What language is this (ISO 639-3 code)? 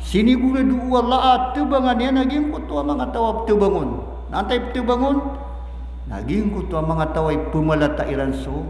mrw